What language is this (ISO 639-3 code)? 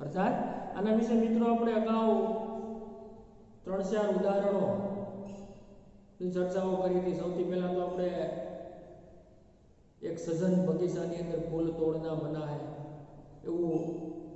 guj